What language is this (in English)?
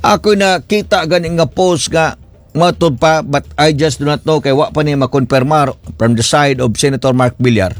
Cebuano